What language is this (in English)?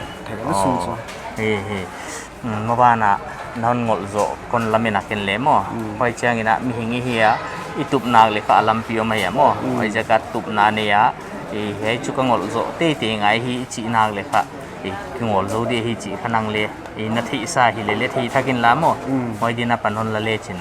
Paite Chin